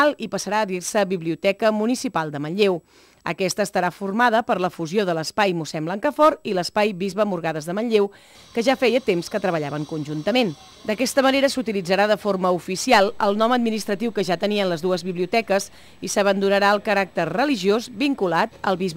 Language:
Catalan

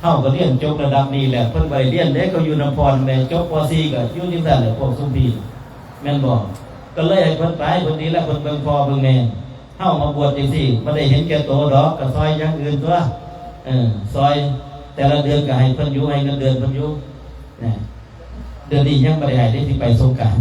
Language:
Northeastern Thai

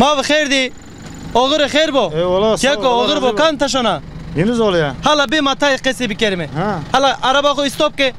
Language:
Zaza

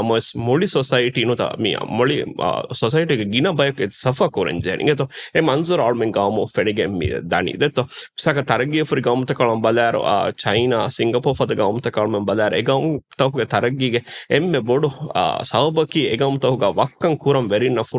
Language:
Divehi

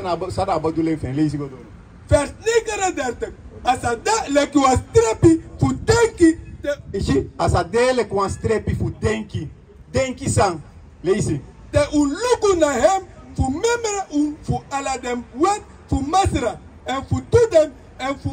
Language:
Sranan Tongo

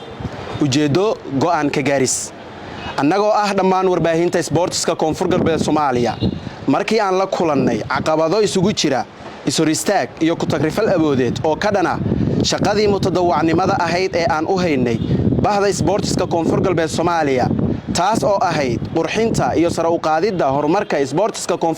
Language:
Somali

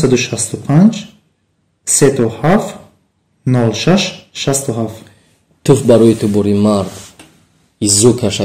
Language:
Tajik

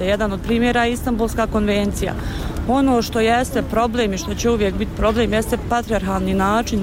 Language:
Bosnian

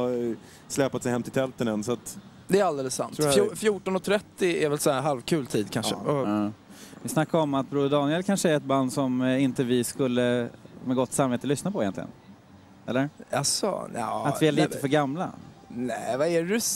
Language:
Swedish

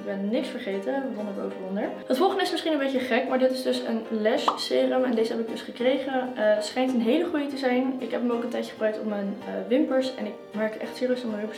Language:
Dutch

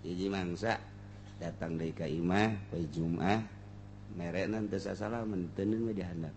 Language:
Sundanese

